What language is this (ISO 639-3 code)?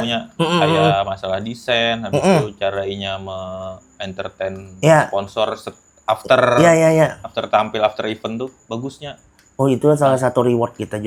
bjn